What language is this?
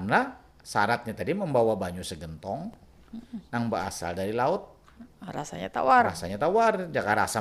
Banjar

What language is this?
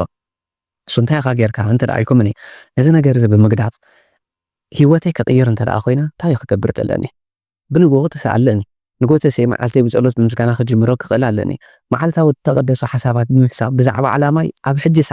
Tigrinya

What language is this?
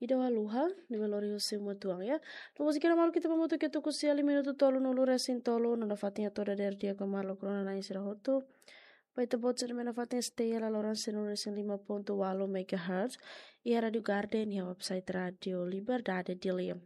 Tetum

